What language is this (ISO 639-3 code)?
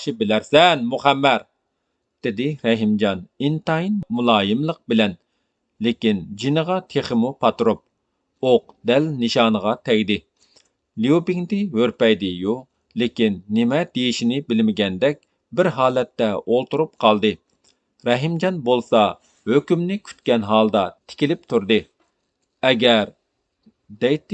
uig